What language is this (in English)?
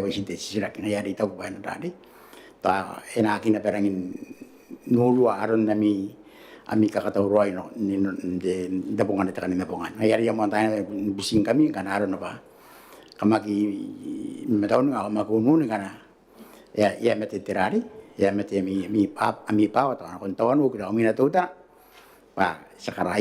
Gilbertese